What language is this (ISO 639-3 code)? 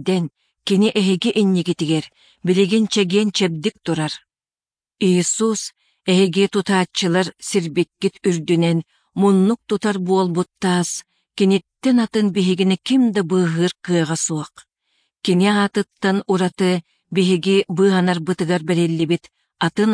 sah